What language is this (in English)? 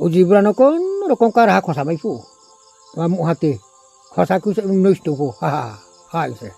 Riang (India)